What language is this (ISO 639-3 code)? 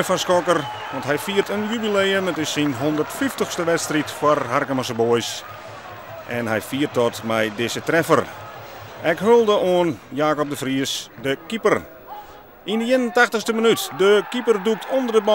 fry